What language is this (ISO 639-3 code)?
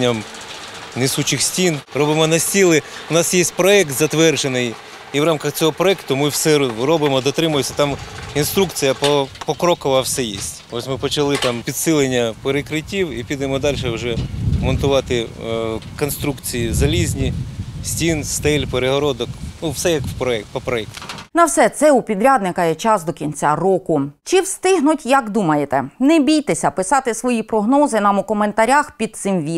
ukr